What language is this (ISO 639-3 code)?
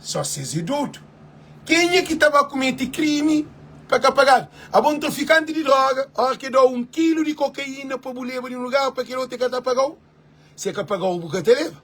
kea